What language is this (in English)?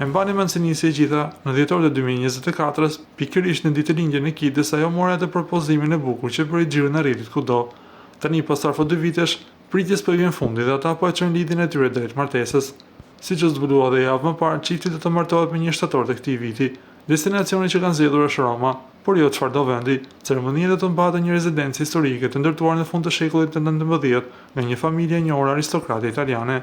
Albanian